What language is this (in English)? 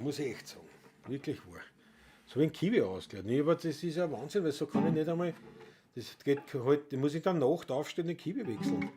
Bavarian